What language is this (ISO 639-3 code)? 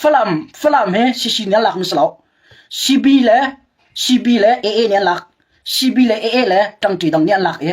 cnh